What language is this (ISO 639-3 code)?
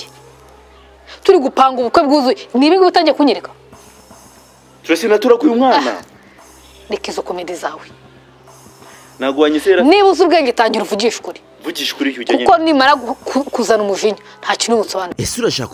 kin